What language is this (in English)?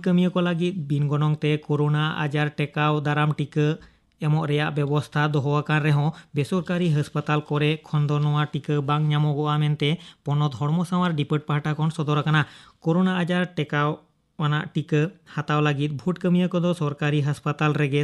Santali